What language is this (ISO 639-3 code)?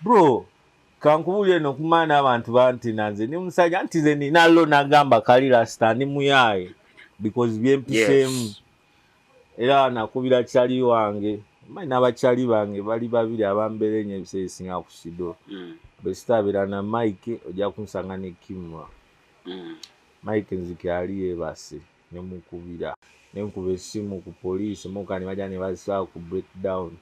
lug